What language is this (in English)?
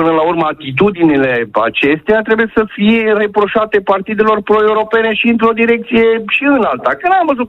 Romanian